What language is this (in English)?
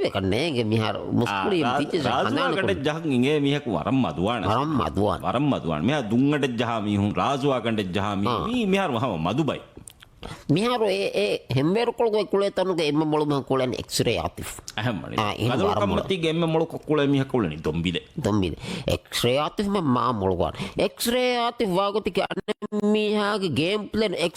Divehi